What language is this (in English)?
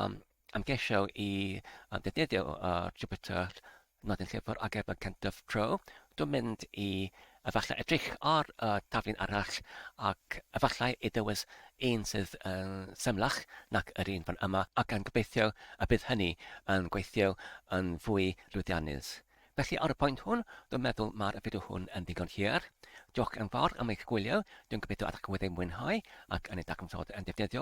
Welsh